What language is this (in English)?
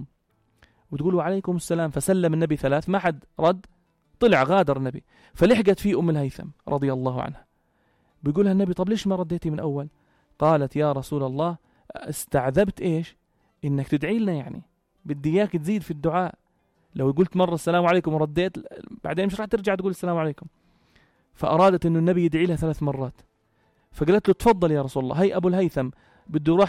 North Levantine Arabic